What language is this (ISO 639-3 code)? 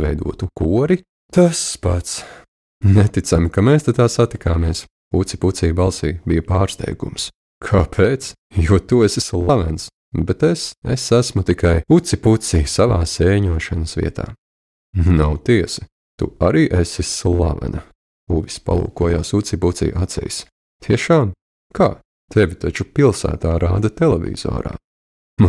lav